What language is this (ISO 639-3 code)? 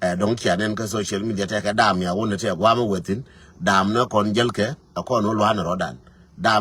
nus